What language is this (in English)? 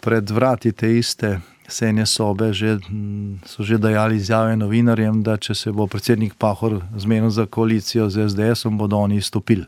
Slovenian